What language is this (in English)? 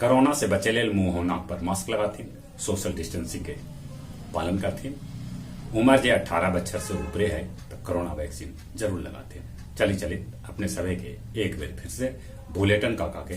Magahi